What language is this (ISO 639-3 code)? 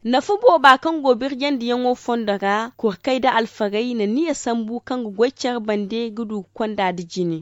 dje